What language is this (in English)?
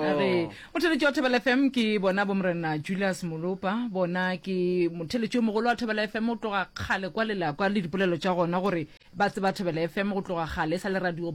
Northern Sotho